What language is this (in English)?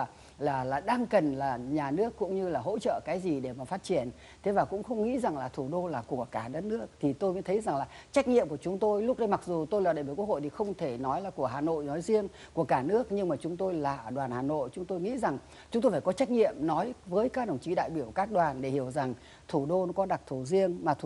Vietnamese